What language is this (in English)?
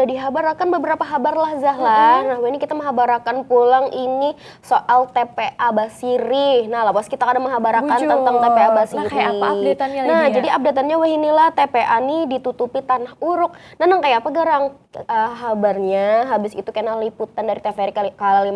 Banjar